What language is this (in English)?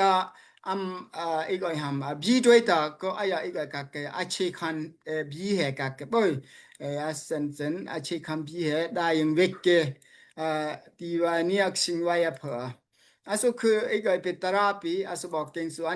Daai Chin